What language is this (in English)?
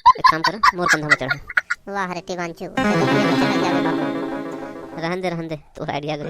Chhattisgarhi